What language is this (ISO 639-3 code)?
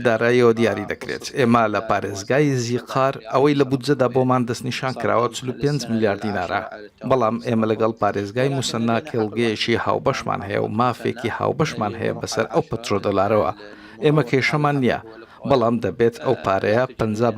ckb